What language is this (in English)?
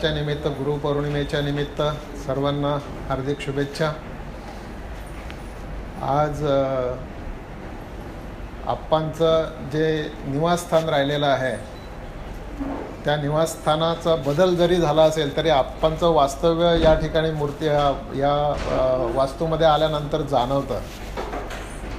Marathi